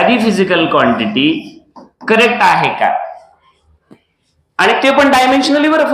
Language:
Marathi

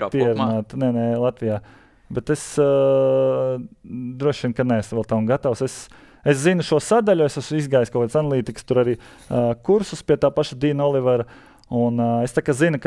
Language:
Latvian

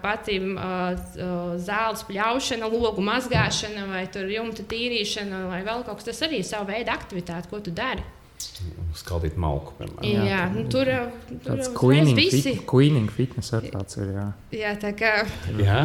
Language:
Latvian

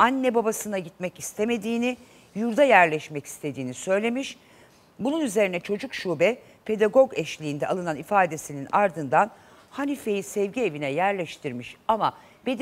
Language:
Turkish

